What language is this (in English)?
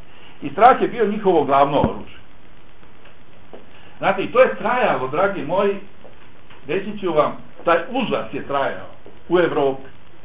Bosnian